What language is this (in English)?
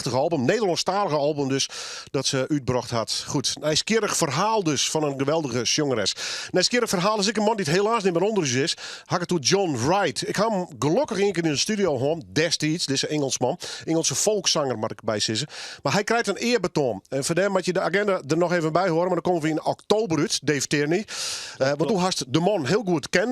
Western Frisian